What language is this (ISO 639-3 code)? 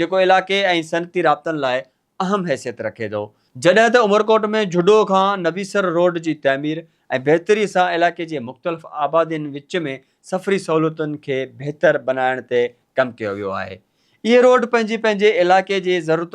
snd